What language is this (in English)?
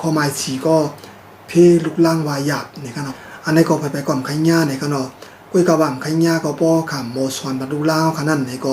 Shan